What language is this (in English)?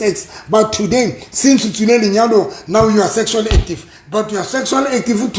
Southern Sotho